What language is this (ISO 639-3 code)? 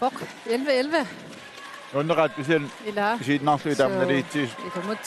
kal